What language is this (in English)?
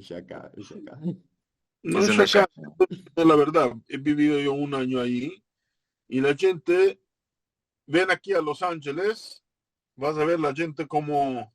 Ladino